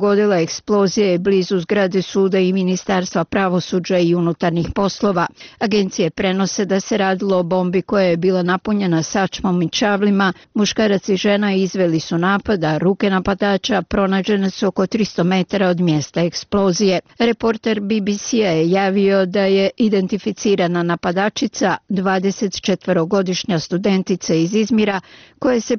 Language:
Croatian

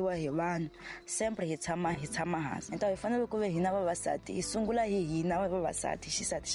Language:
Tsonga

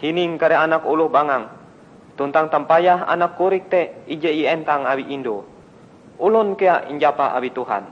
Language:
Ngaju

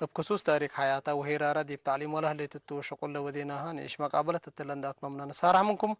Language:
Tigre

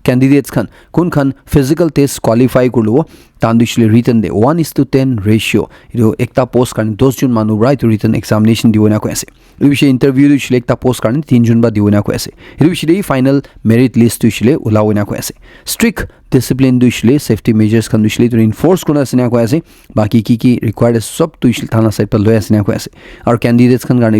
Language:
Naga Pidgin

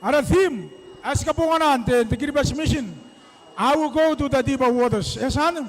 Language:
Gilbertese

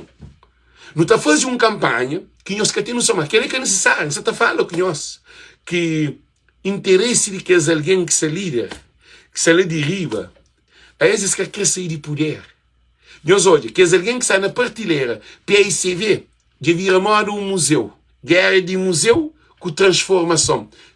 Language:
Kabuverdianu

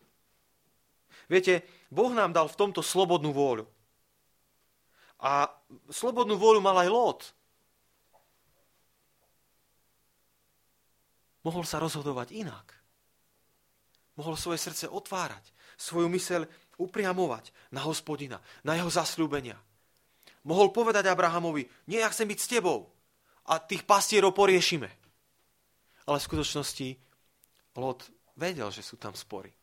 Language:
Slovak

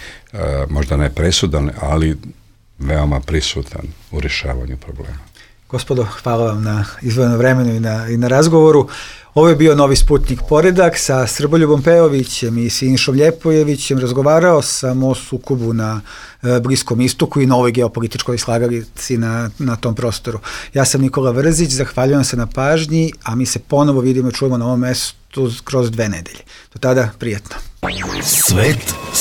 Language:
Bosnian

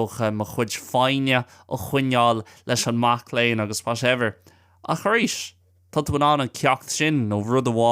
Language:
Irish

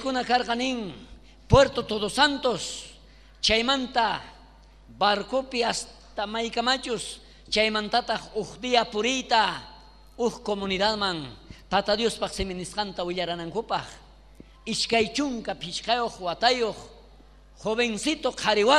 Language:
South Bolivian Quechua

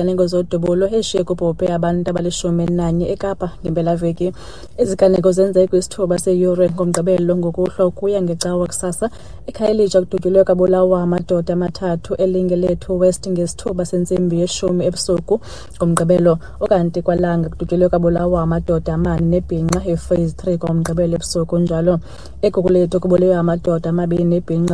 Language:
Xhosa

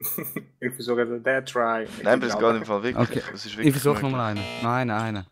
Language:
Swiss German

